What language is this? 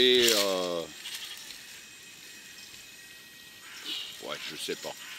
French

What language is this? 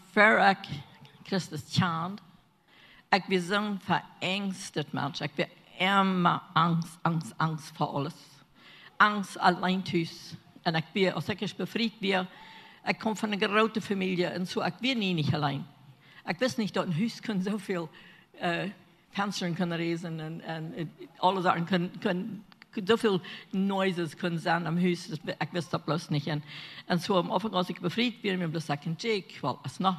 Plautdietsch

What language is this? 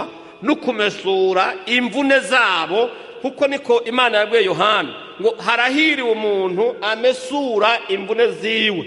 Rundi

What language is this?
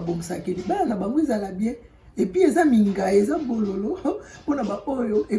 Lingala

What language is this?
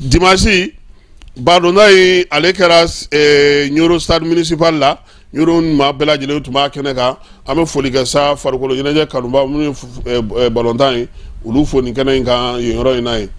Bambara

